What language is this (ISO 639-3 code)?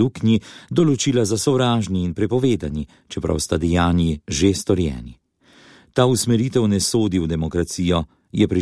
slv